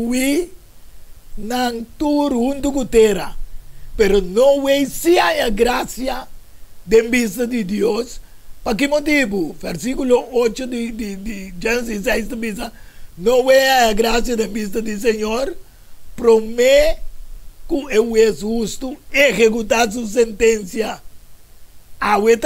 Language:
Papiamento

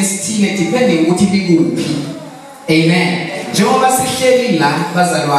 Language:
Zulu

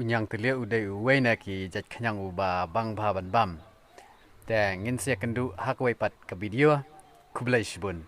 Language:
Khasi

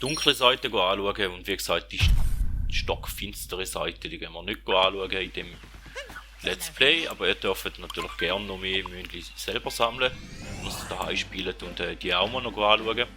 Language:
Swiss German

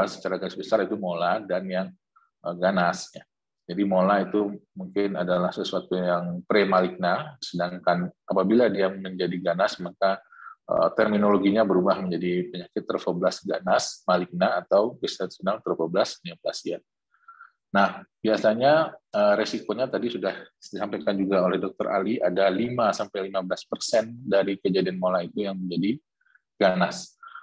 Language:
Indonesian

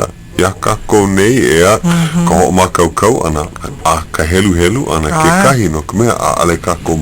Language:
Hawaiian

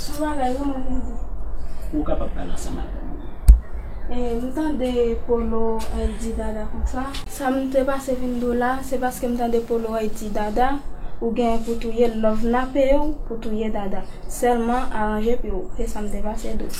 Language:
Haitian Creole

